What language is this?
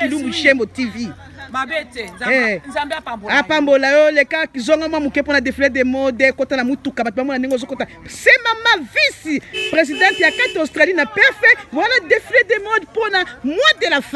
Lingala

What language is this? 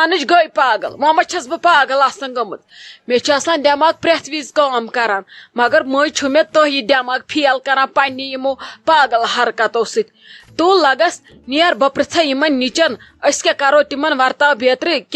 Kashmiri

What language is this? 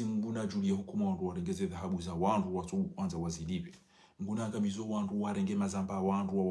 Ngazidja Comorian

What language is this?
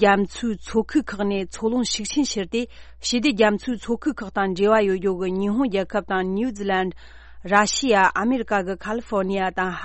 Tibetan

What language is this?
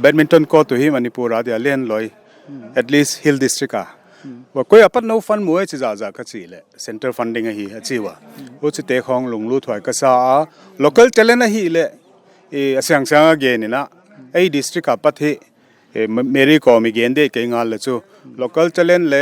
Paite Chin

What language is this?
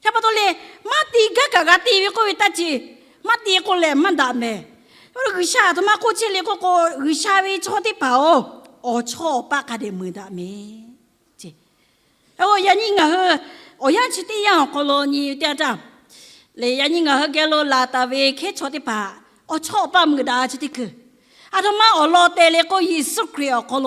Lahu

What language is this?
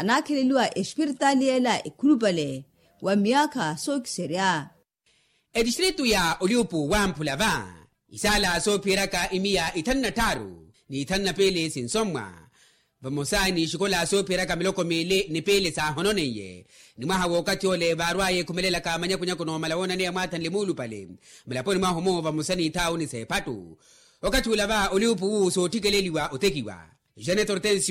Makhuwa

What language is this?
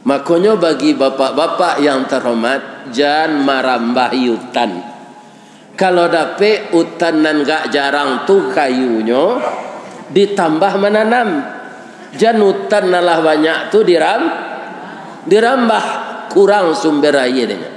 Minangkabau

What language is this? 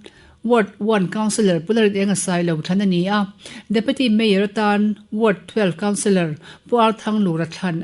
Mizo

